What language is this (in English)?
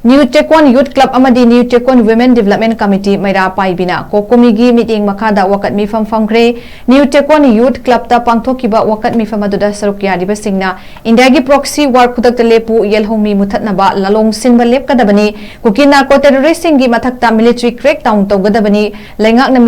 Manipuri